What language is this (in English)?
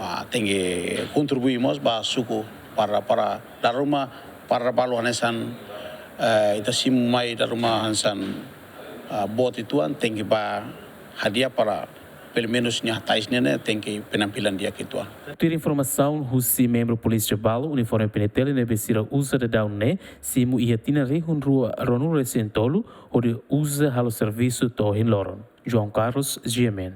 Tetum